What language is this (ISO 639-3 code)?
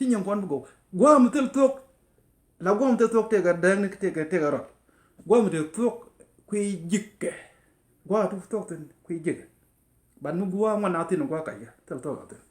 nus